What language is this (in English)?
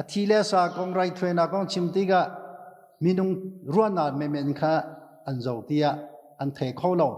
Hakha Chin